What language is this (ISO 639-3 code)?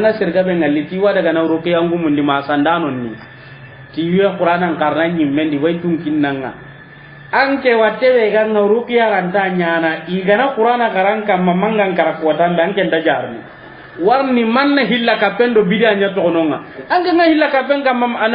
snk